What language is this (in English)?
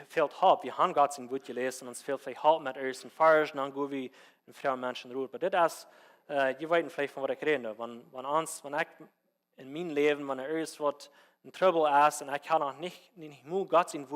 Plautdietsch